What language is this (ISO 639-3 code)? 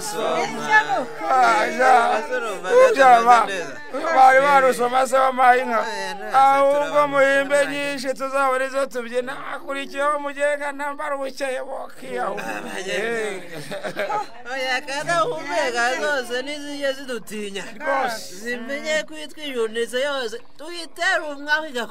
kin